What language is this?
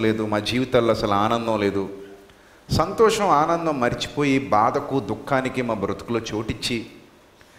Telugu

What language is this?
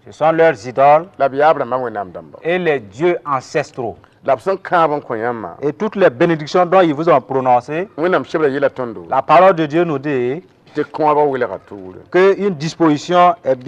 Mossi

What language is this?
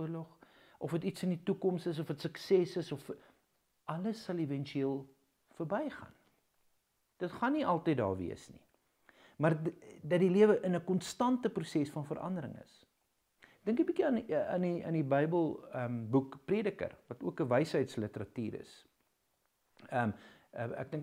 Afrikaans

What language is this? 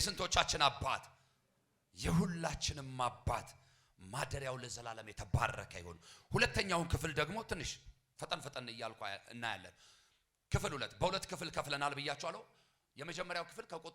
Amharic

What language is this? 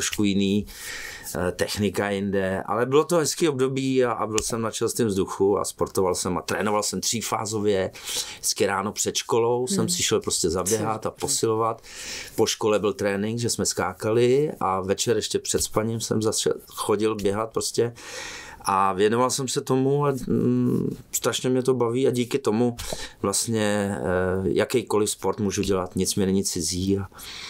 Czech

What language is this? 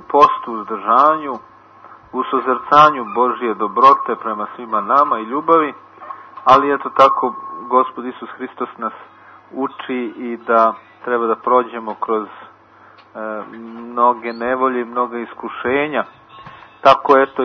Serbian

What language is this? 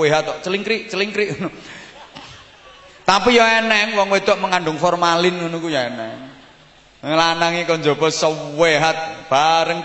Javanese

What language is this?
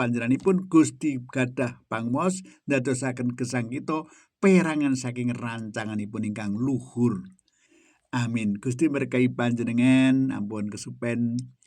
Javanese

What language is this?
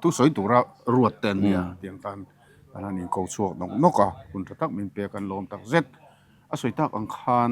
Mizo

